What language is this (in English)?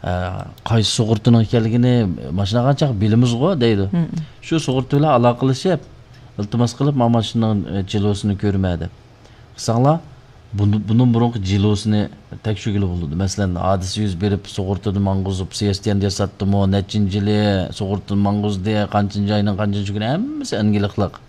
Uyghur